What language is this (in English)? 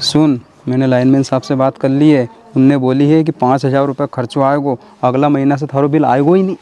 Rajasthani